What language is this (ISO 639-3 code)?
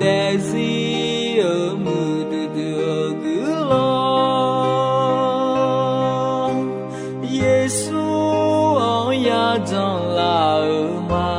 ahk